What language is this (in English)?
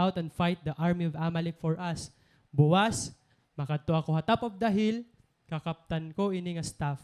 Waray